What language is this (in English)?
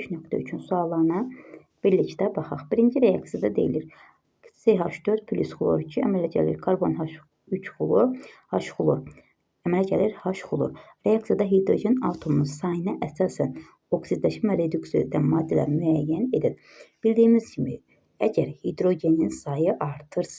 Azerbaijani